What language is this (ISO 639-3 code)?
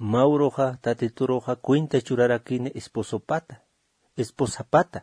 aym